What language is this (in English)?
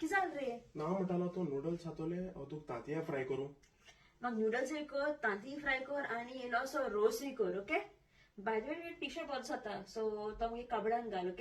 Konkani